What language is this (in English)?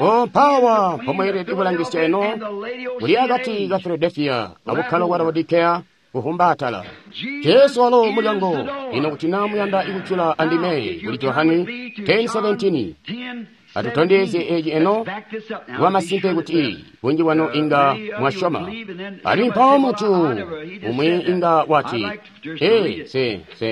Tonga (Zambia)